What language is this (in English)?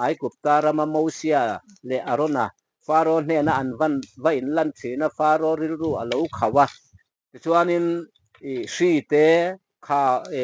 Mizo